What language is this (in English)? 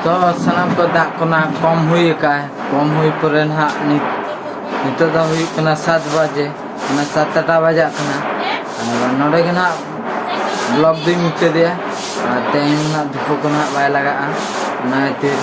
Santali